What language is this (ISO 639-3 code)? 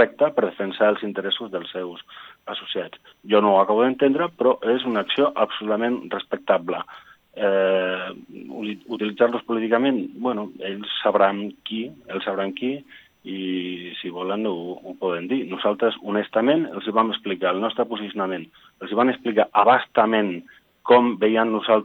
cat